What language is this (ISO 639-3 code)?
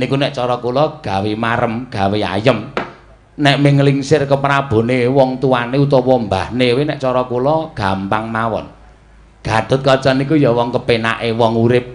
jav